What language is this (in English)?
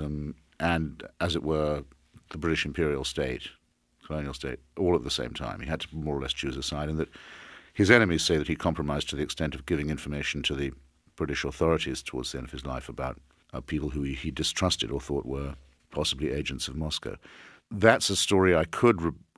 English